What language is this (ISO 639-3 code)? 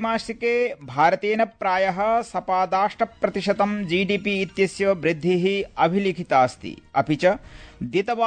san